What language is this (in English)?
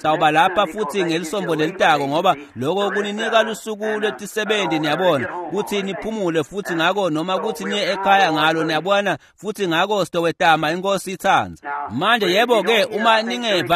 Swati